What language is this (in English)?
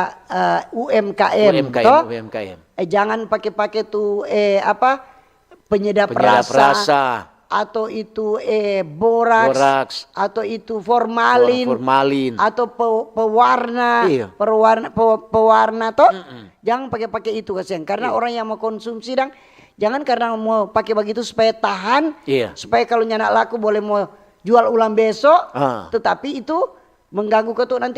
Manado Malay